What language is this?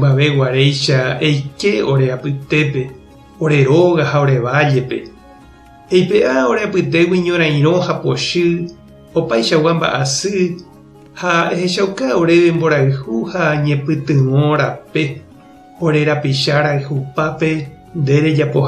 Guarani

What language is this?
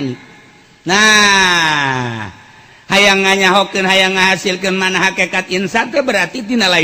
Sundanese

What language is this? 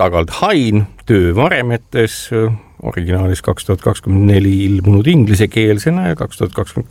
Estonian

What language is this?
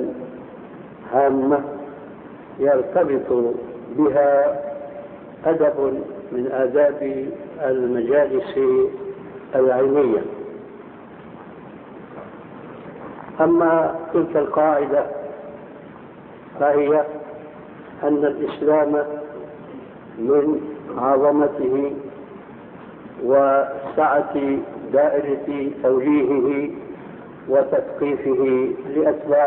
Arabic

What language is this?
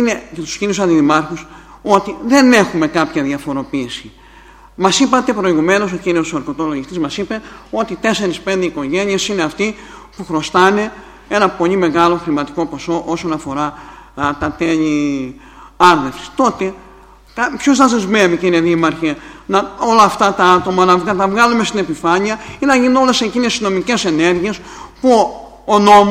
Greek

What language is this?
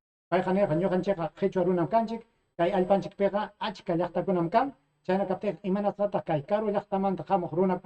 Ayacucho Quechua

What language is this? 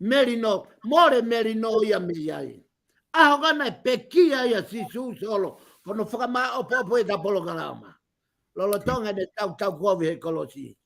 Tongan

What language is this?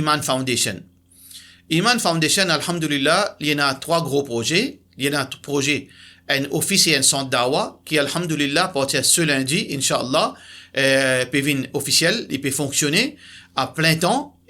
Morisyen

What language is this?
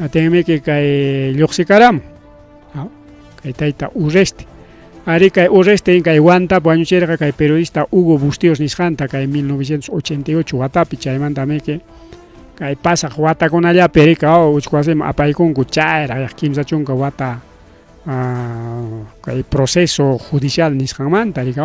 Ayacucho Quechua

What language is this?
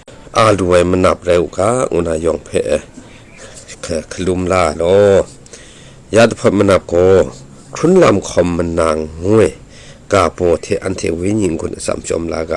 Kachin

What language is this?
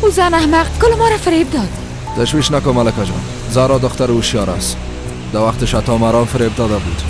Persian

